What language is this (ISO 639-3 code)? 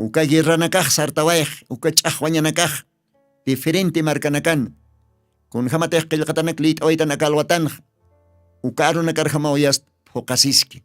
aym